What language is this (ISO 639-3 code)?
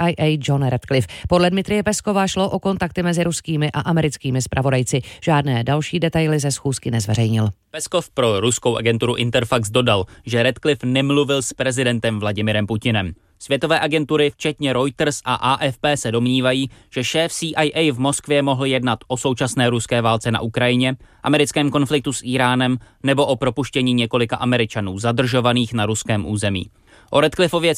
ces